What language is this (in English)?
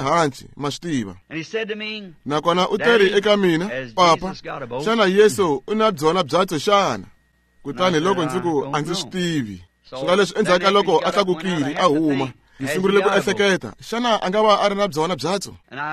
Tsonga